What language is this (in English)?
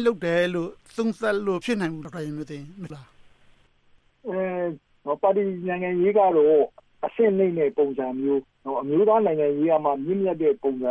Burmese